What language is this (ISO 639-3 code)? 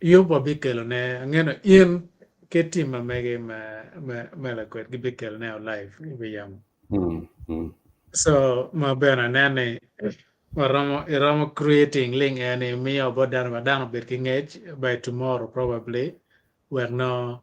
ach